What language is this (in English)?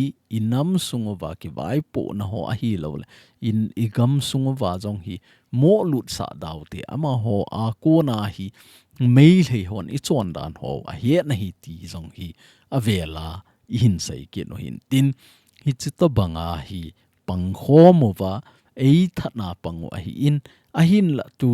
Thado Chin